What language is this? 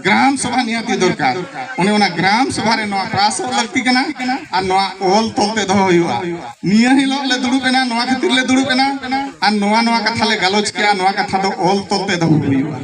Santali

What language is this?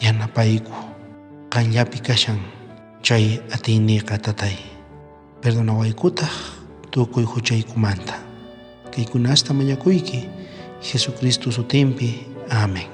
South Bolivian Quechua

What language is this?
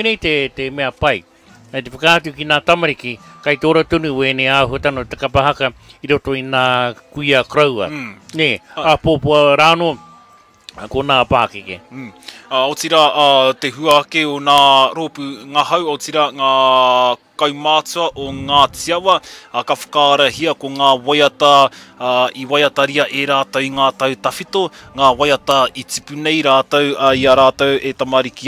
Māori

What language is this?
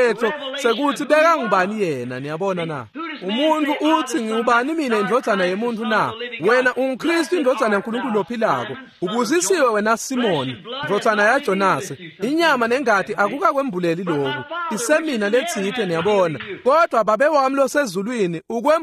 Swati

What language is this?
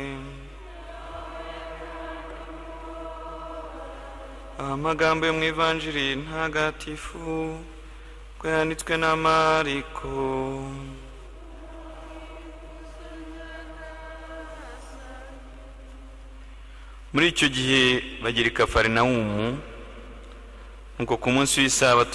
Kinyarwanda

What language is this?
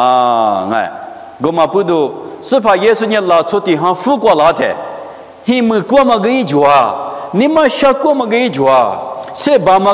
Lisu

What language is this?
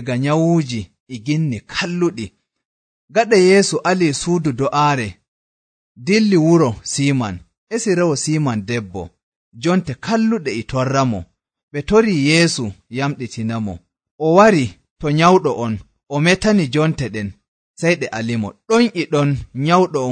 Nigerian Fulfulde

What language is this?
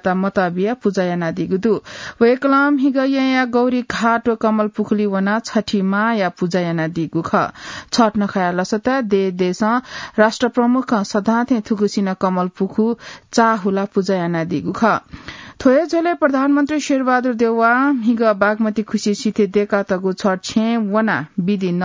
Newari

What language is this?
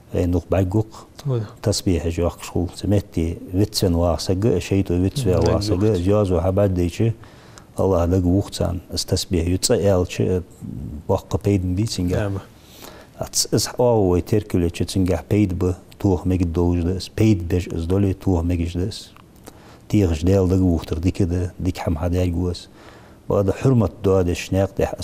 Ingush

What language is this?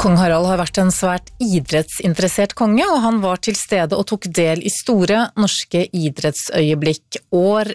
Norwegian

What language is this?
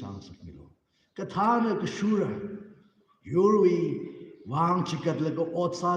Tangkhul Naga (India)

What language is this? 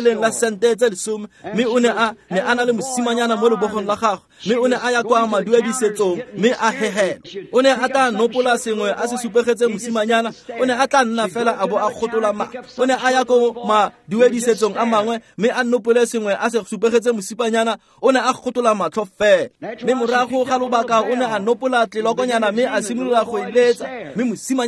Tswana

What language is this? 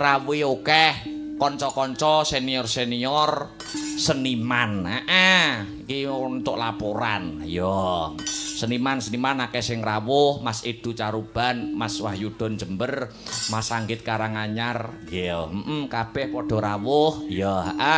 Javanese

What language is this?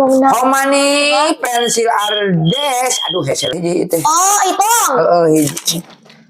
Sundanese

